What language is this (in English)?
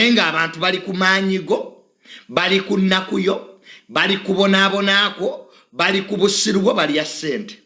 Ganda